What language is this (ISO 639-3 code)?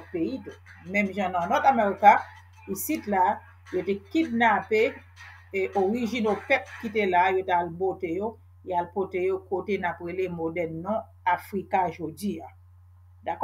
hat